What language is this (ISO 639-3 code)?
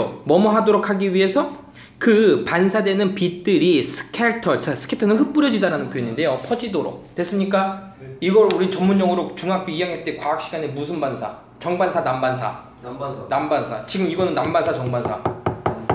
kor